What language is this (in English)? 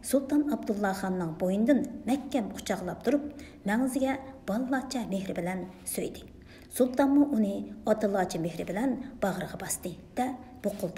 Uyghur